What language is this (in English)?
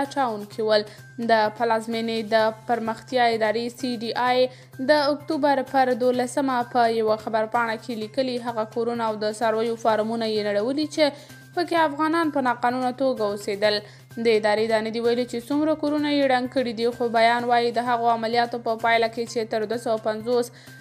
Pashto